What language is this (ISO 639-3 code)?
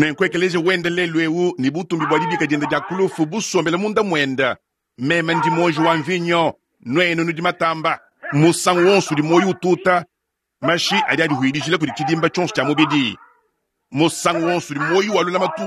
lua